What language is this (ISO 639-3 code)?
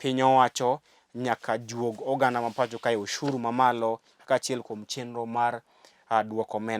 luo